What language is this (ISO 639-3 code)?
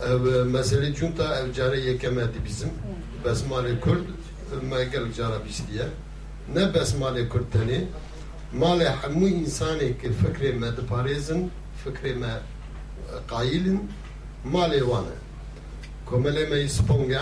kur